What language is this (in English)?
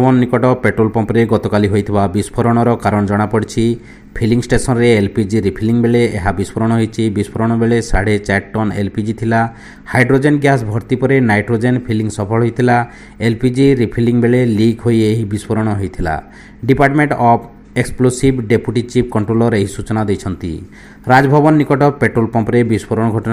Odia